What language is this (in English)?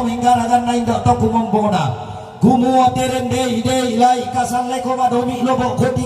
Toraja-Sa'dan